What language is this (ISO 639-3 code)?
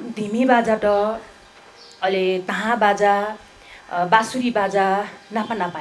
new